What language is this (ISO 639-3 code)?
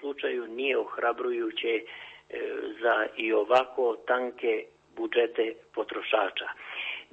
hrv